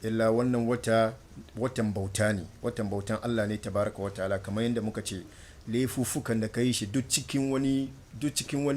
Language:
Hausa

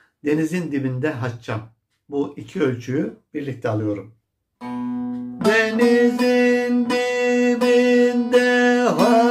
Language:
Turkish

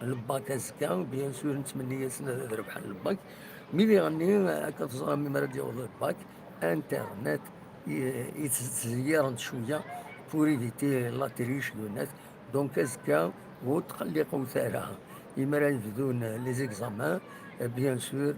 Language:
Kabyle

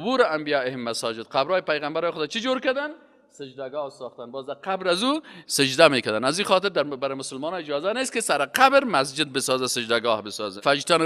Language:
Persian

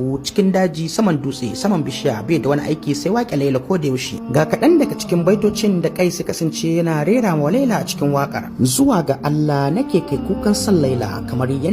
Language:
Hausa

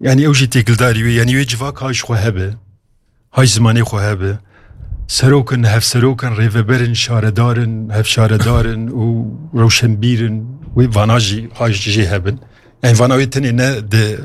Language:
Kurdish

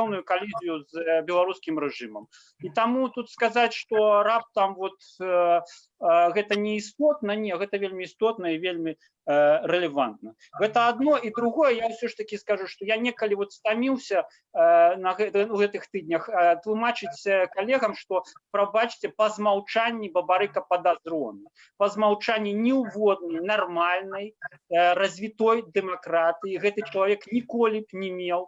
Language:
Belarusian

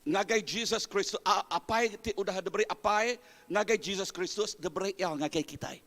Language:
Iban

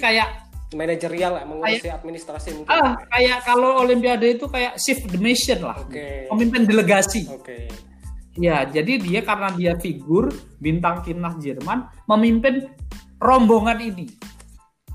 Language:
Indonesian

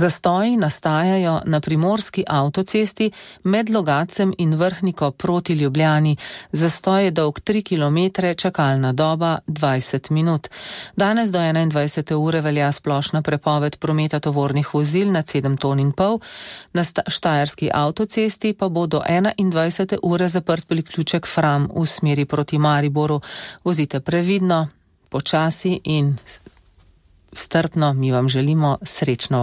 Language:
Slovenian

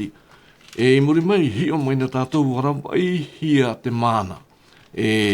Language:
Tahitian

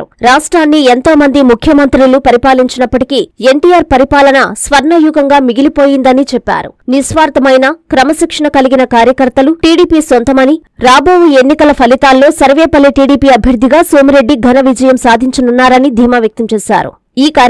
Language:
Telugu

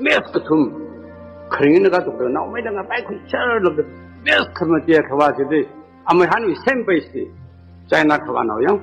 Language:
Tangkhul Naga (India)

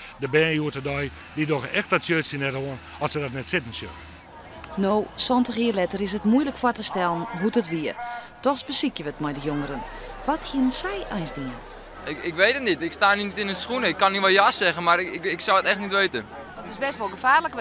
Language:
Western Frisian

